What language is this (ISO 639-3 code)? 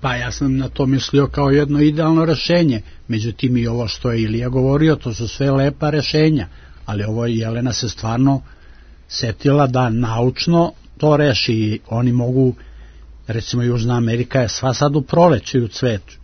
srp